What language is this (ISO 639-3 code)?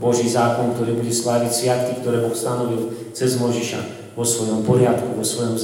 slk